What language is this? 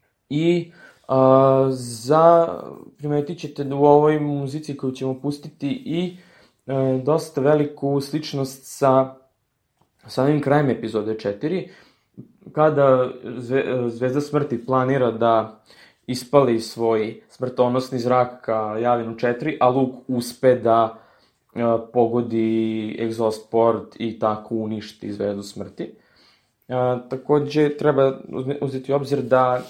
Serbian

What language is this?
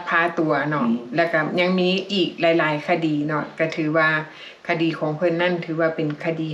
Lao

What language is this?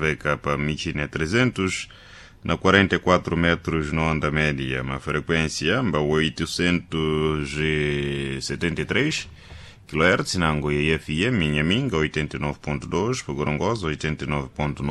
Sena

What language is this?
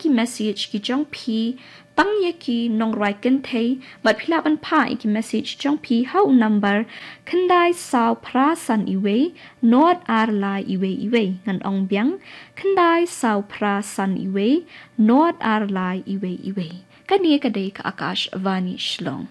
Khasi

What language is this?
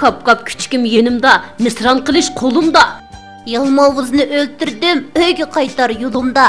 Uyghur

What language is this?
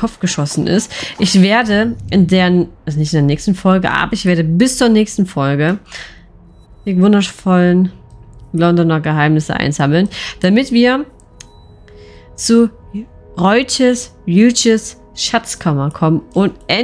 German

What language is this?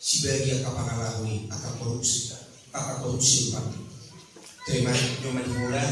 Batak Toba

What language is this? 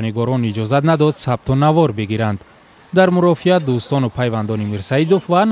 Tajik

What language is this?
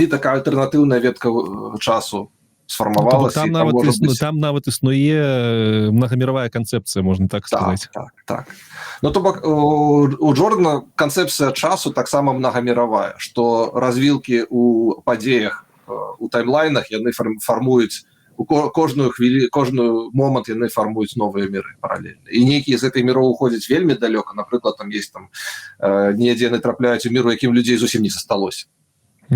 Belarusian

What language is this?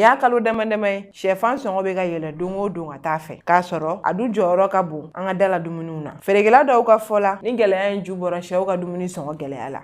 Bambara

